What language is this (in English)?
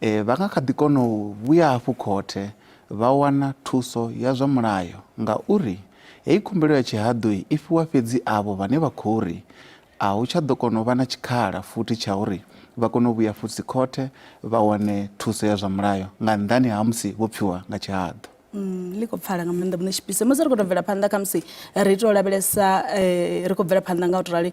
Venda